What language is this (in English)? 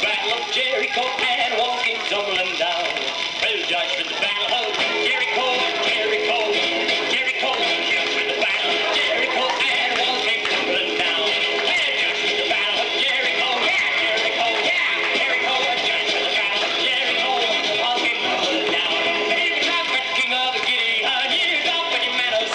Yakut